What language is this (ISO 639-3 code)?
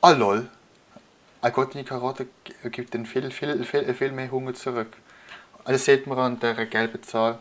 gsw